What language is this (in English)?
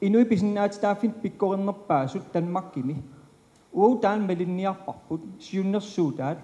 Kalaallisut